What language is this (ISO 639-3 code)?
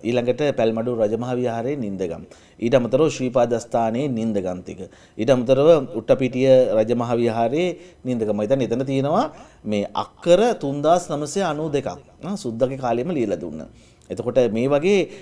sin